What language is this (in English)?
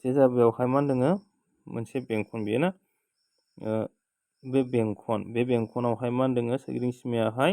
Bodo